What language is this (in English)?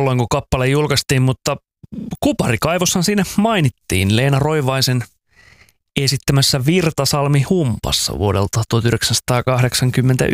Finnish